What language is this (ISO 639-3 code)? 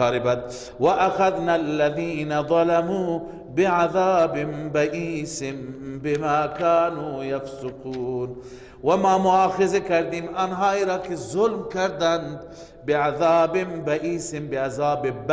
fas